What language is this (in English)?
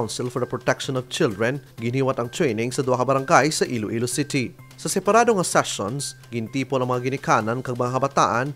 Hiligaynon